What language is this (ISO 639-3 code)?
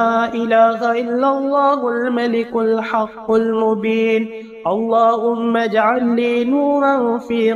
ara